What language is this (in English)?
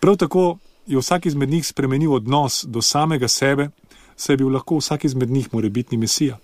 Slovenian